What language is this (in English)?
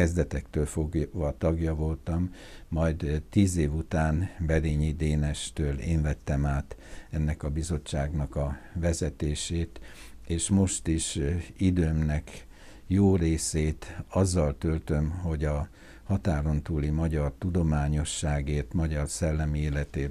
Hungarian